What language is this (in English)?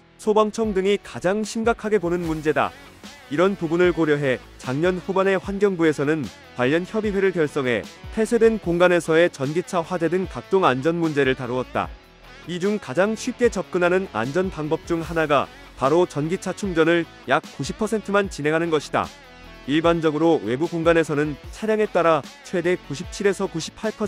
Korean